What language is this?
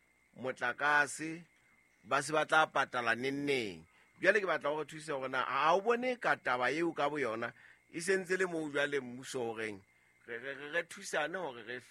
Southern Sotho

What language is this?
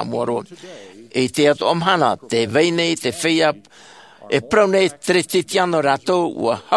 Tahitian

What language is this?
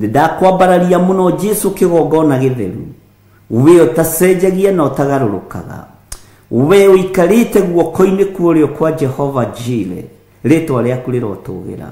Kikuyu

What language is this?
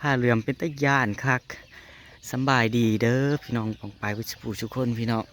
Northeastern Thai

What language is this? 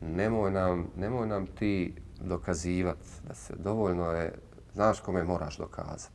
Bosnian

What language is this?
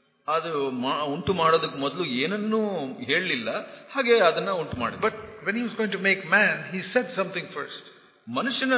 Kannada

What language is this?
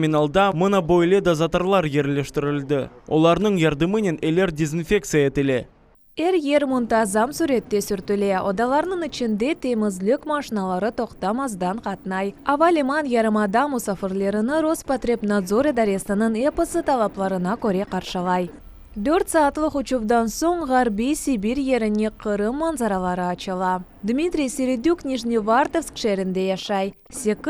Crimean Tatar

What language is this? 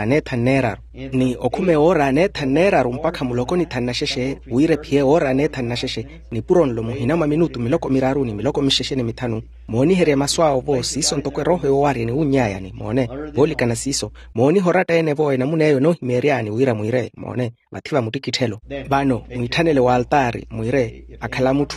Makhuwa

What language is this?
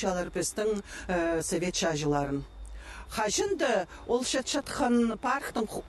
Khakas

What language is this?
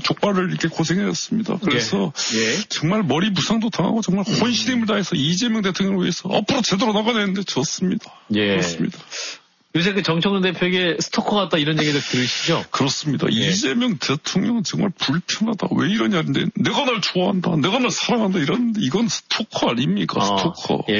Korean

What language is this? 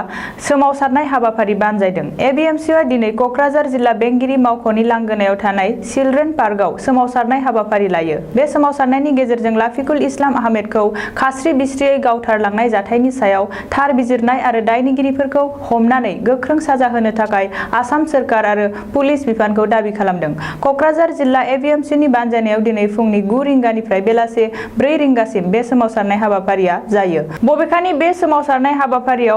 Bodo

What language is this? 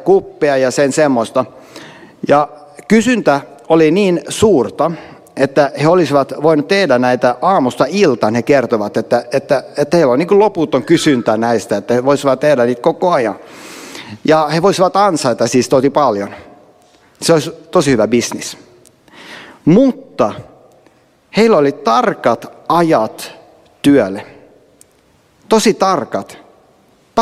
Finnish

